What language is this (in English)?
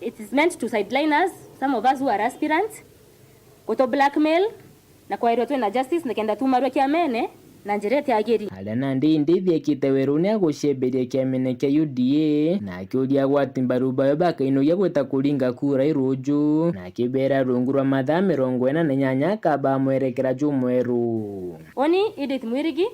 Meru